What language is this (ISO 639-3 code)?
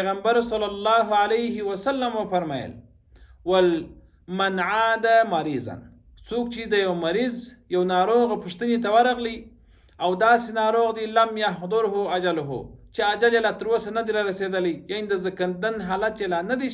pus